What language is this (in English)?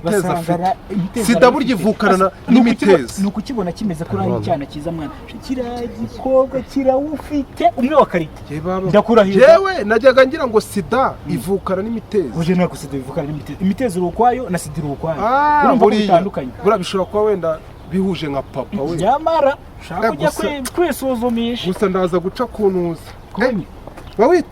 Kinyarwanda